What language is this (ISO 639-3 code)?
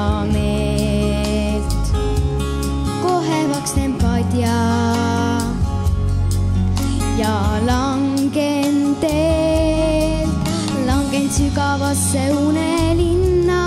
est